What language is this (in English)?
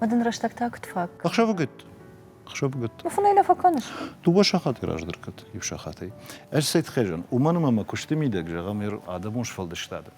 Ossetic